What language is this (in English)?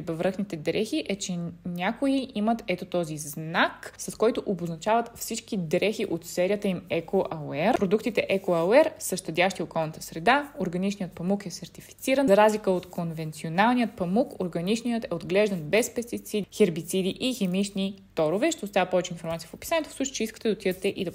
Bulgarian